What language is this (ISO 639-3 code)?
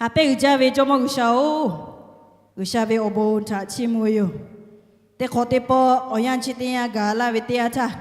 lhu